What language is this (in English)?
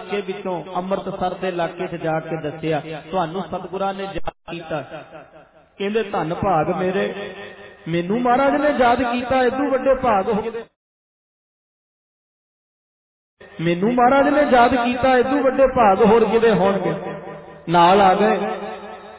Punjabi